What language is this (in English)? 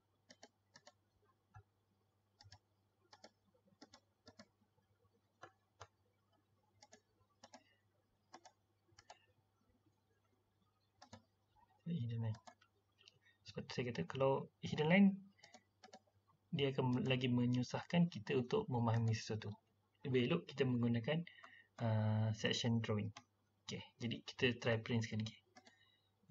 Malay